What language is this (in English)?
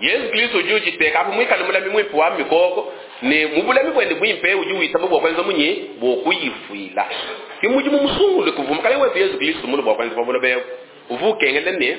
Luba-Lulua